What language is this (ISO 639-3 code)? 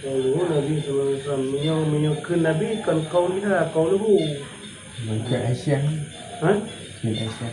ace